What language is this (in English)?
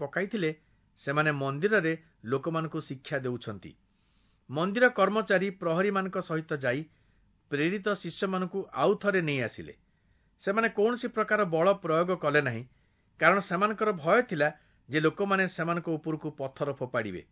Odia